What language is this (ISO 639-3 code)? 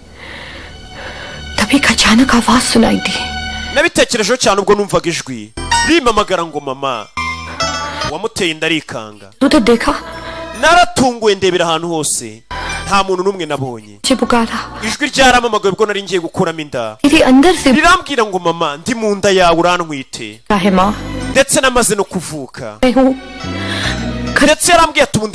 kin